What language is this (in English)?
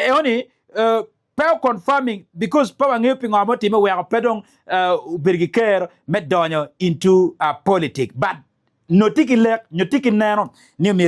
Acoli